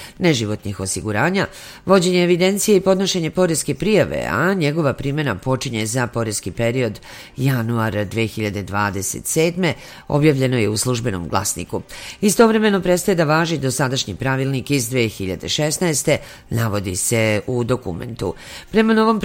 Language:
Serbian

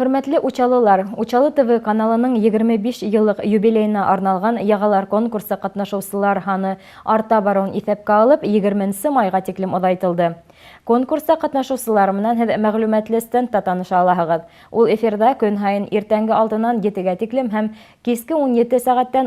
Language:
Bashkir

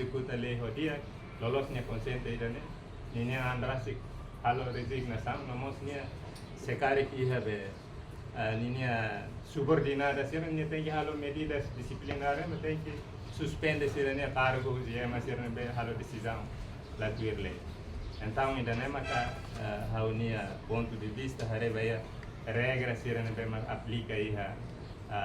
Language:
Tetum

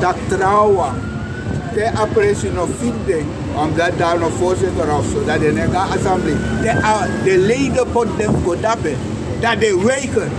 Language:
Sranan Tongo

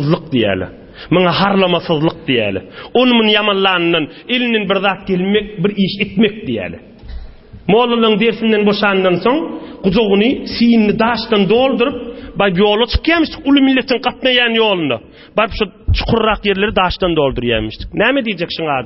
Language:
Turkmen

